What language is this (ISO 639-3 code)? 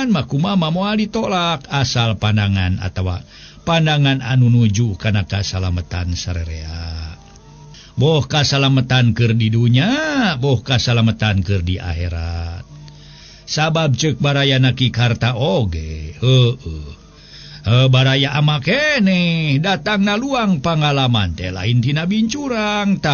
sun